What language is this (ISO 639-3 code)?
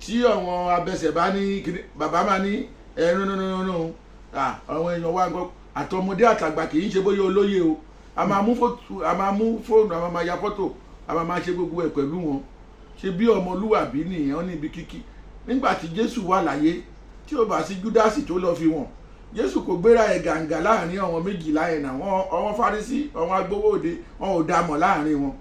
yor